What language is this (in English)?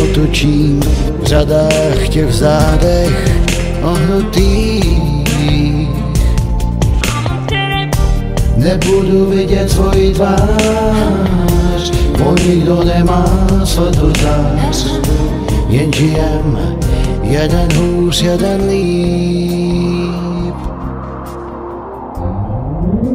Czech